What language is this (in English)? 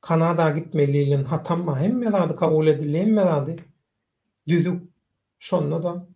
Turkmen